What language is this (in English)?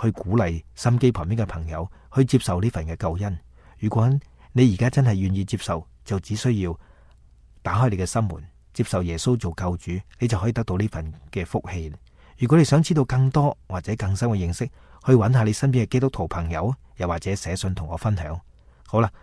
Cantonese